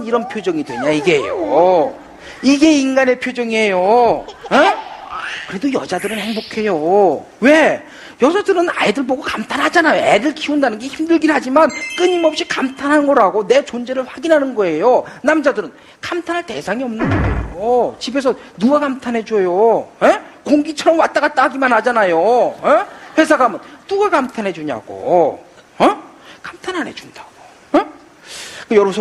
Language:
Korean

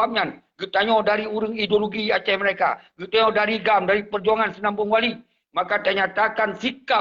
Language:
Achinese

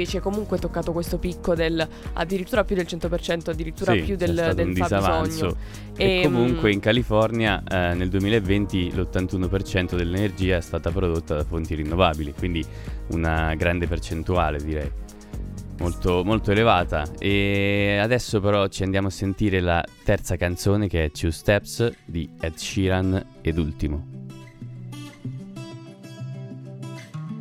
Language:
Italian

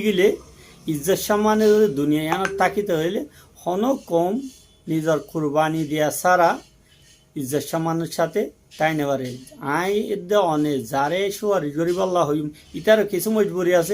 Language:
Rohingya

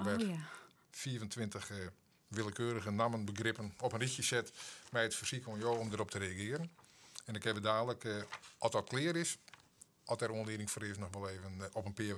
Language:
Western Frisian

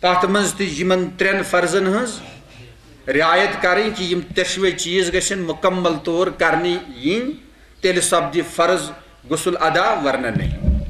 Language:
Kashmiri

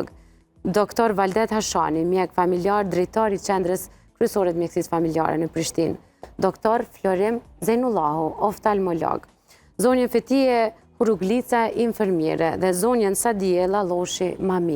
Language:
Albanian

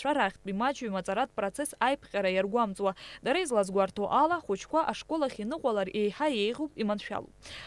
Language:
Abkhazian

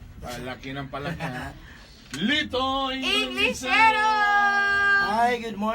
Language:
Cebuano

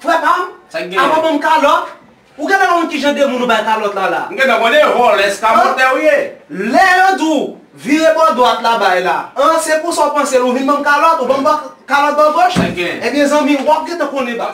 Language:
Haitian Creole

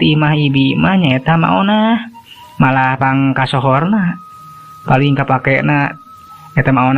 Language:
Sundanese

